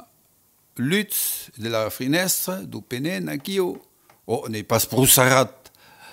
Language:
Occitan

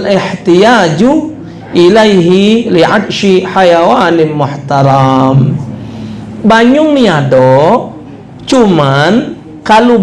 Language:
Musi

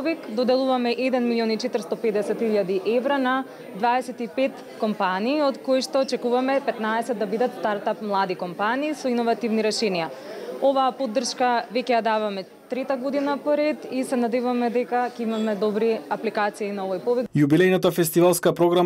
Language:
Macedonian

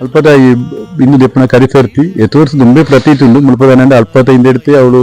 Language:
Tulu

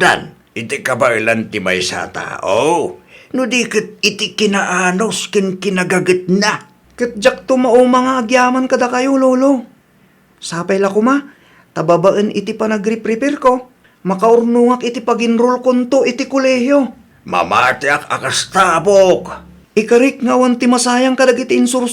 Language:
Iloko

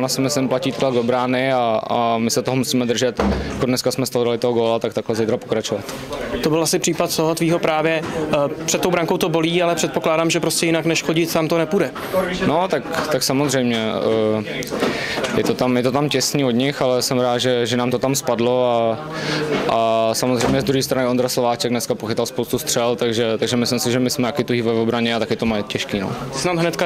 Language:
Czech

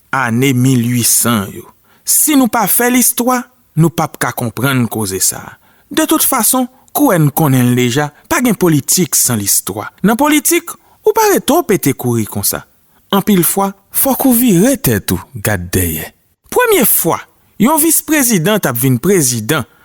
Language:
Haitian Creole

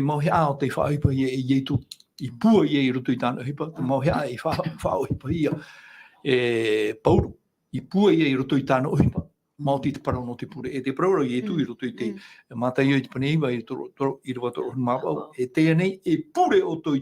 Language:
Tahitian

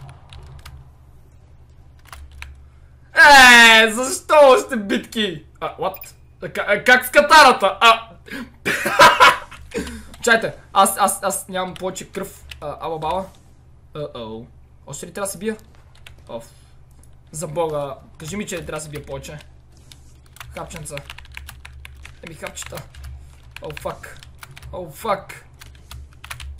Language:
Bulgarian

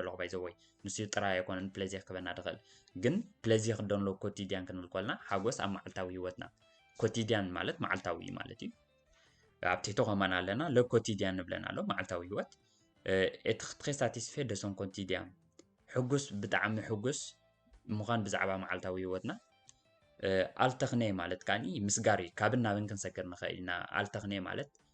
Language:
Tigrinya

